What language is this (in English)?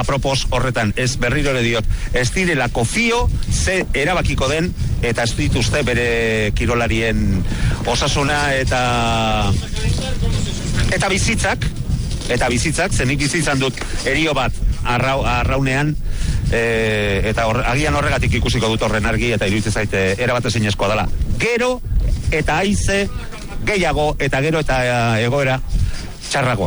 Basque